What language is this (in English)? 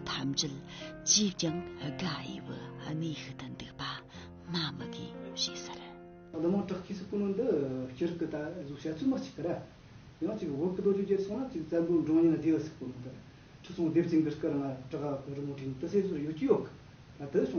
Tibetan